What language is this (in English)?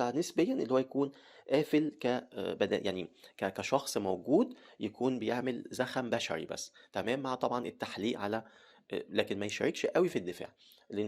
Egyptian Arabic